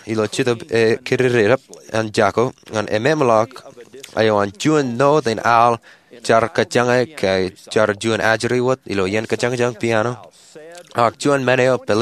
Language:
Marshallese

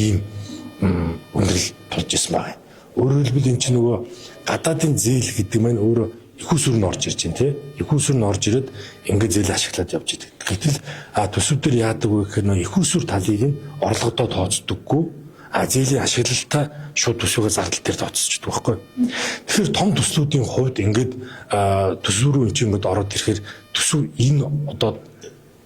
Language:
Mongolian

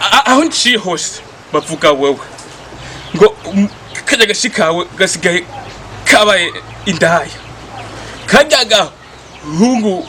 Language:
Rundi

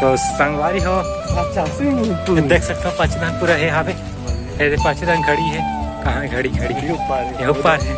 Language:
Chhattisgarhi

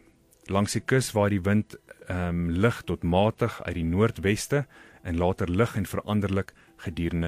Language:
Afrikaans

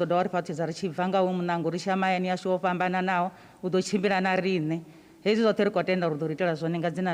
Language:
Venda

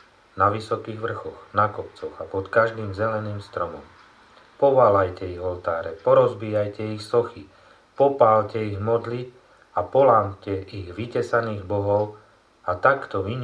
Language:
Slovak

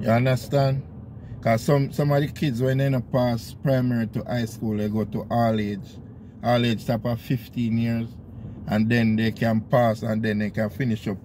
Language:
Jamaican Creole English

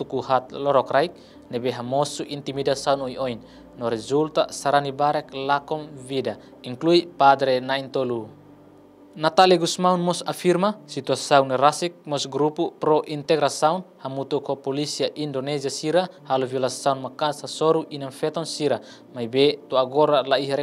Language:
Tetum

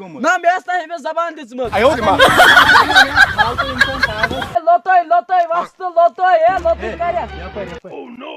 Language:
Kashmiri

